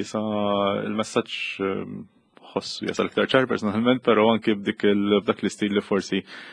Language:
Maltese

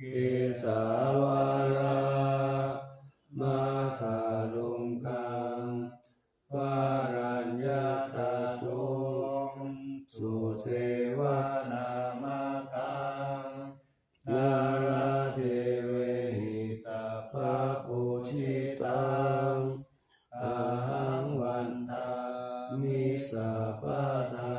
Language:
Pali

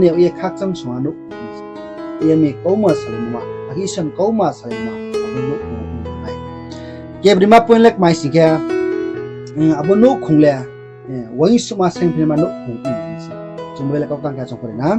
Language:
Riang (India)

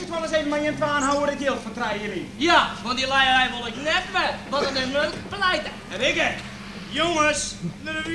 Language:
Western Frisian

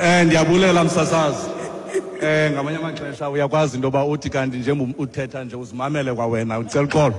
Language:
Xhosa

